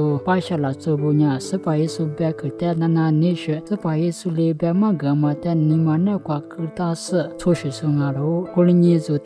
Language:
Lisu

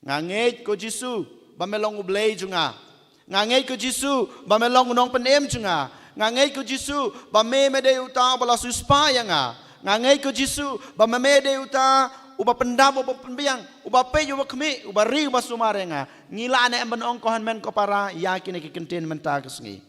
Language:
Khasi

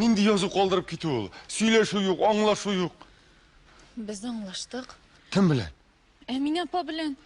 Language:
Tatar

